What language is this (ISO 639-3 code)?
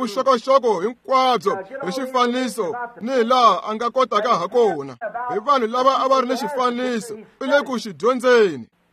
tso